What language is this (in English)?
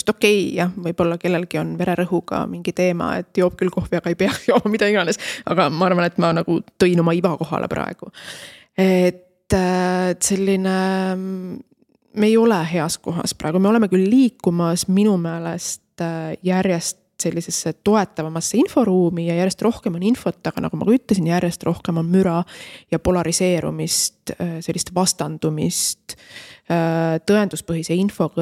Estonian